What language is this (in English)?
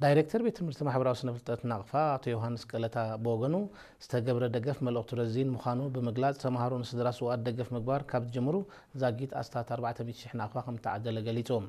Tigrinya